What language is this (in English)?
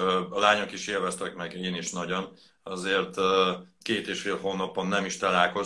Hungarian